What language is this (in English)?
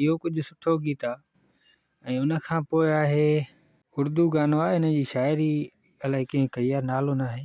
Sindhi